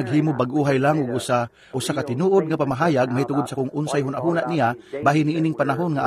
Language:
Cebuano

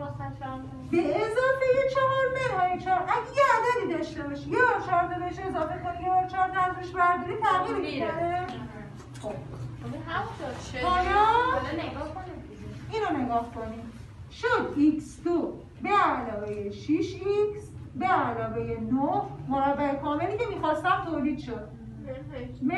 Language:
Persian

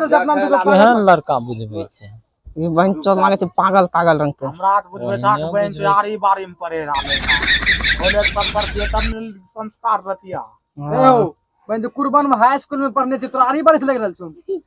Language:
Maithili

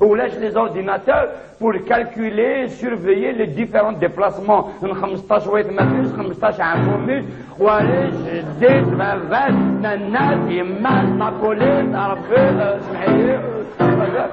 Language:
Kabyle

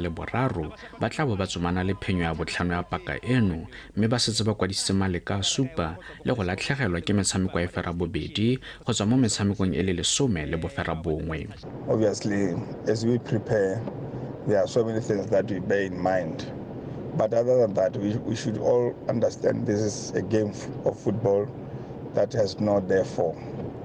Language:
Tswana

